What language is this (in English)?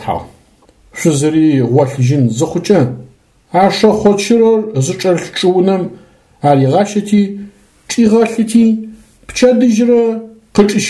Adyghe